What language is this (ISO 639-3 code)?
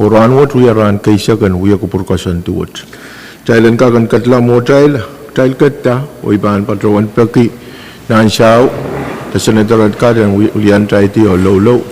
pon